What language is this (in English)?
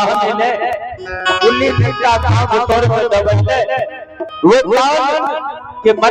Maithili